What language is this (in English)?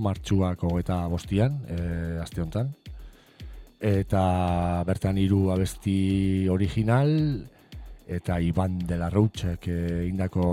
Basque